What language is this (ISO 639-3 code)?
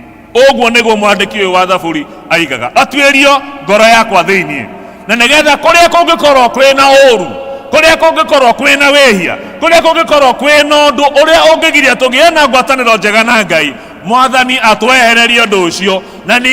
kik